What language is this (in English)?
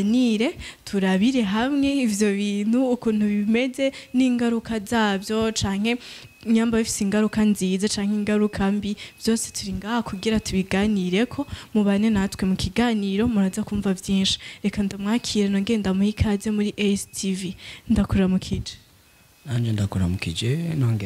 Rundi